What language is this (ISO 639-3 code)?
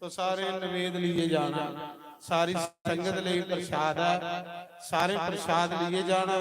doi